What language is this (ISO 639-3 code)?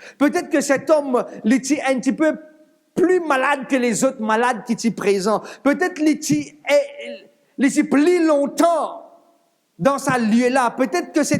mfe